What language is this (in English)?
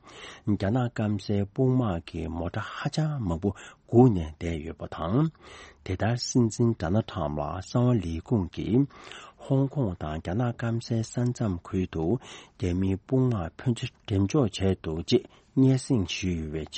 Tibetan